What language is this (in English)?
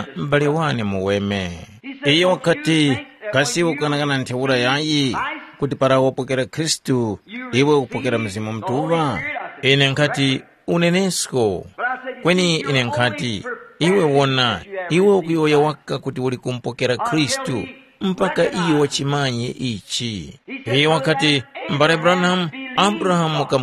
Tumbuka